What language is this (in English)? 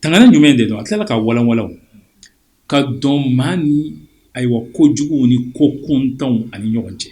Bambara